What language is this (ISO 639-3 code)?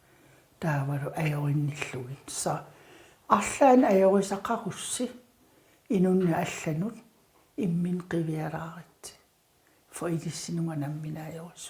kal